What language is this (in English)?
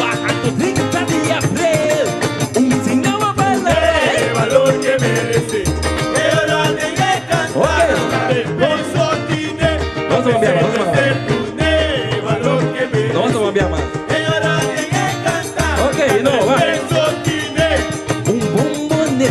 Papiamento